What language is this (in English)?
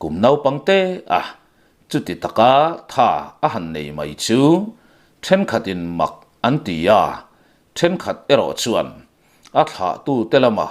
Mizo